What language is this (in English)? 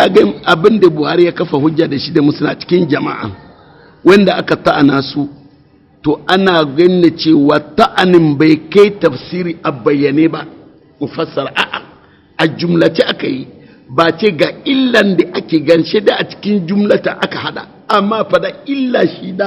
Hausa